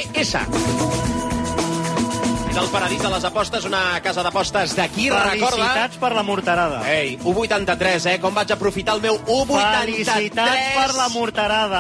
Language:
Catalan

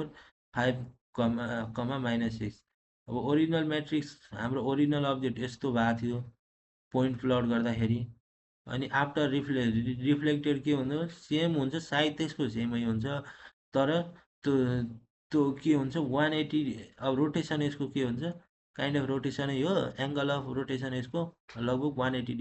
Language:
Nepali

